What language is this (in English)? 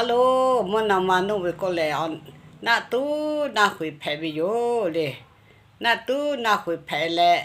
Lahu